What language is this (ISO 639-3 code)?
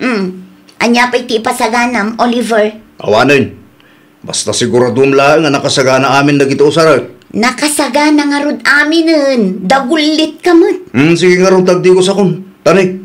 ilo